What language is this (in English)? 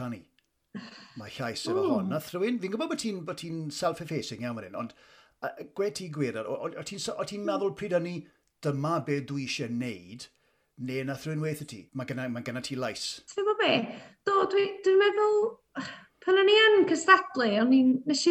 Welsh